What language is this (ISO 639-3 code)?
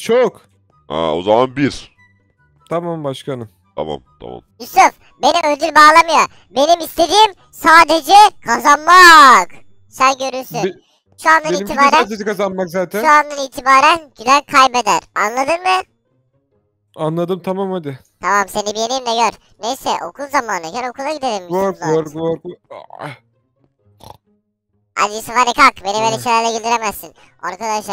tur